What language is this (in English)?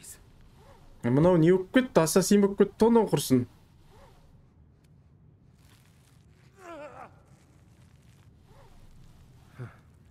Kazakh